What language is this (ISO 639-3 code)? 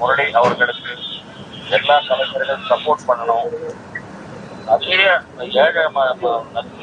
tam